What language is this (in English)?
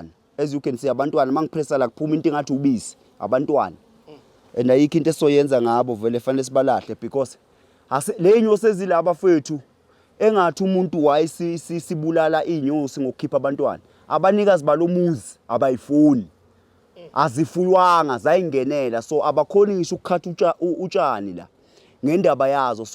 Zulu